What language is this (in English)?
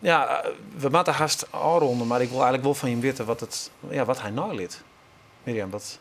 Western Frisian